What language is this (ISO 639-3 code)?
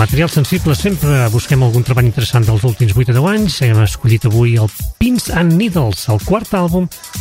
cat